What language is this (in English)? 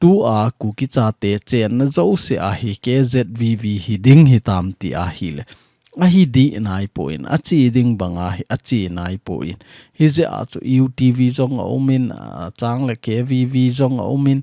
Thado Chin